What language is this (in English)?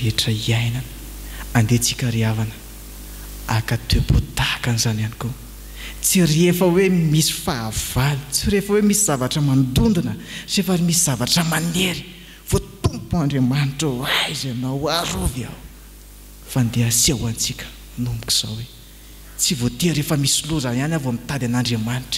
Malagasy